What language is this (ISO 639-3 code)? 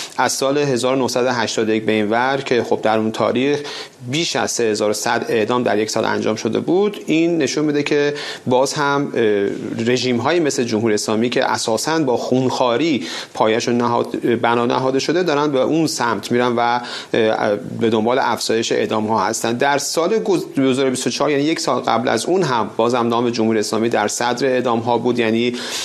fas